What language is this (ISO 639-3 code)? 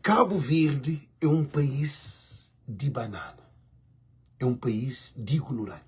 kea